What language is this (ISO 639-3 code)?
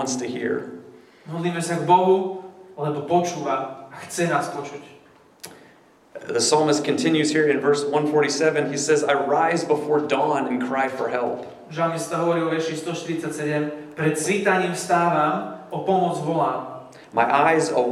slk